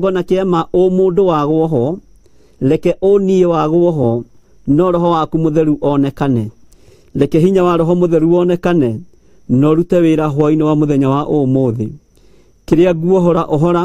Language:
Kikuyu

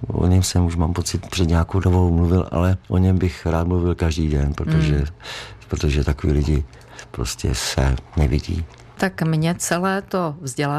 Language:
Czech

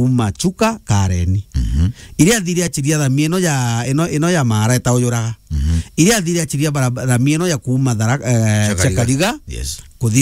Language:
Meru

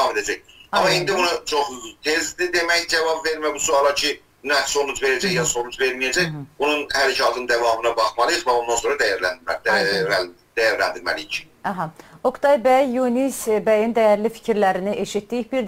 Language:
South Azerbaijani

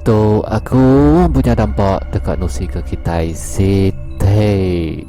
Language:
Iban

